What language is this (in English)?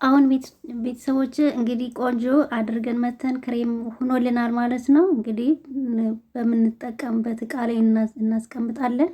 Amharic